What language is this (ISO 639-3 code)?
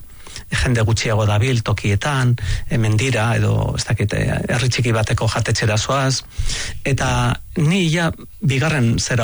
eus